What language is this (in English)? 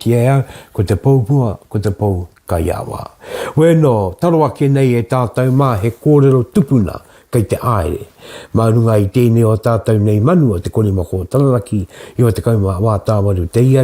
Māori